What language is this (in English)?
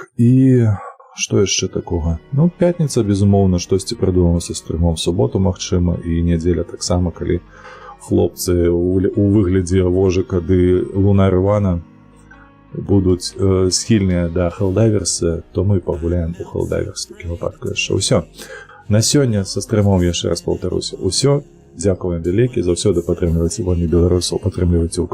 Belarusian